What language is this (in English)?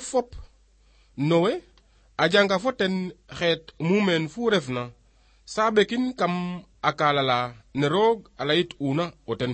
Serer